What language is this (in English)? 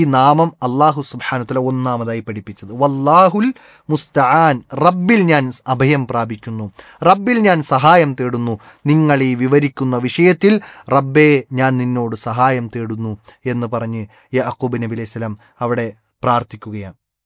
Malayalam